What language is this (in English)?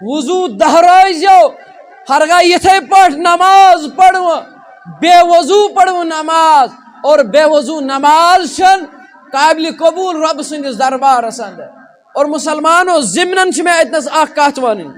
Kashmiri